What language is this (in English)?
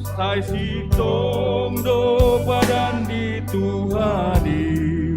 Batak Simalungun